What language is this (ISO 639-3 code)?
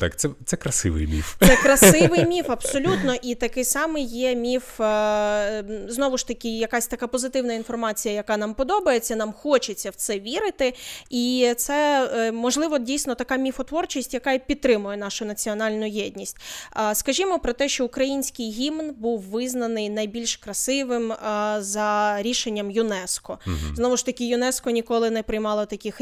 ukr